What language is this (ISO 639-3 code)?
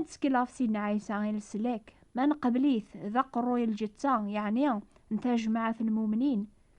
kab